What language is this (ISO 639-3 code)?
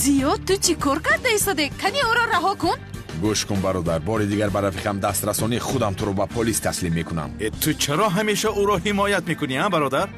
tgk